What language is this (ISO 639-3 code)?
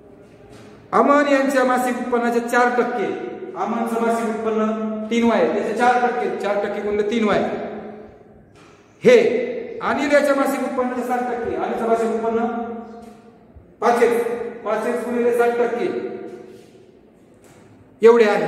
mar